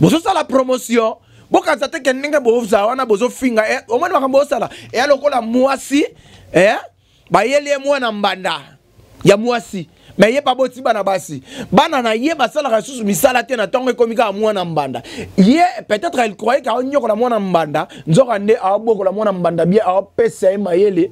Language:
Lingala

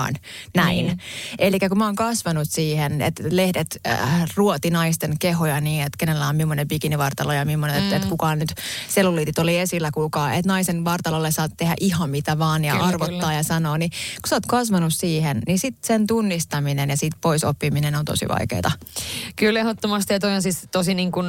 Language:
Finnish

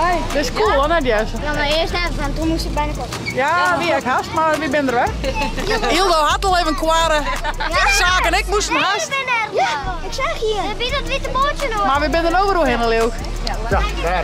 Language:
Western Frisian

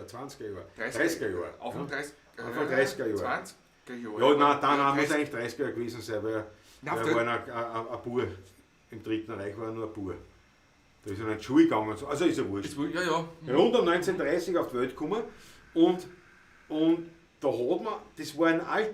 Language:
Bavarian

